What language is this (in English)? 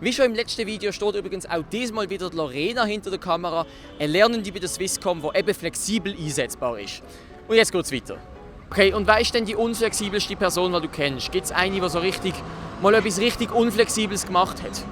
Swiss German